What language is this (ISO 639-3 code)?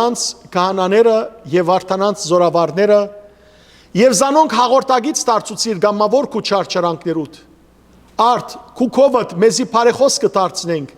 hyw